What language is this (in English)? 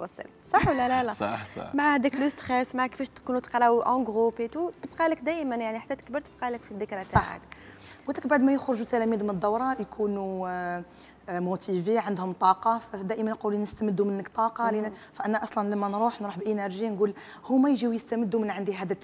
Algerian Arabic